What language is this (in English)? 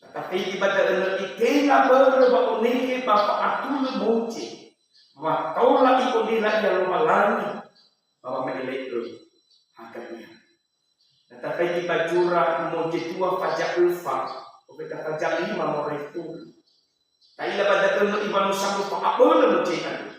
Nias